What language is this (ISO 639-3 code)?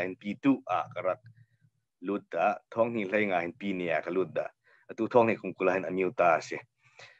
cnh